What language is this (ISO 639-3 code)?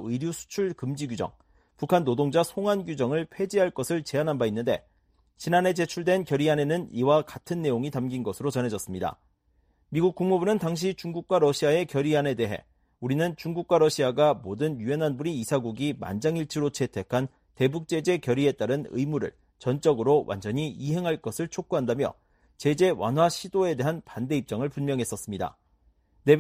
kor